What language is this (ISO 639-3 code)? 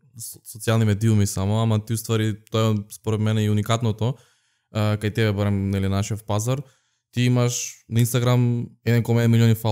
mkd